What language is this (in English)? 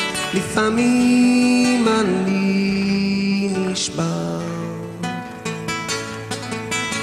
Hebrew